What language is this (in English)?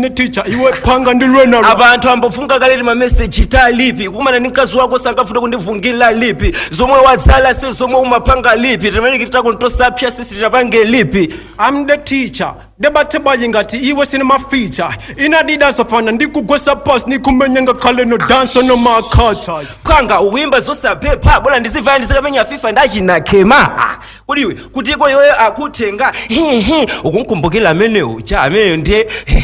Nyanja